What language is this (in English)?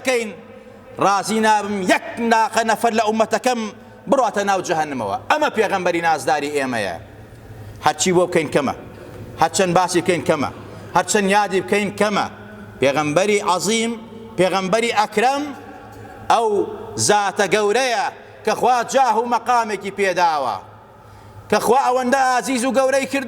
Central Kurdish